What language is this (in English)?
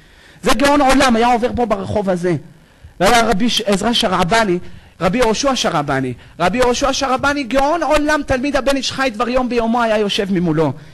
Hebrew